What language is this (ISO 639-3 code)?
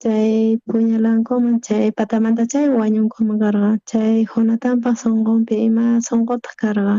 quh